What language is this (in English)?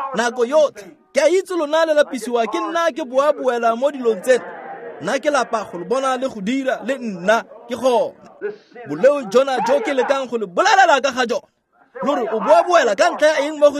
Tswana